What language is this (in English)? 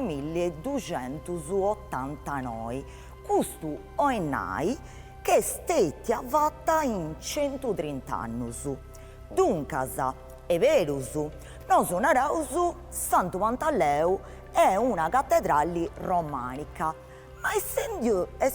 Sardinian